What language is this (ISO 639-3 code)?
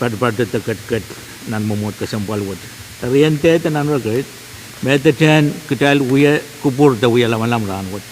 pon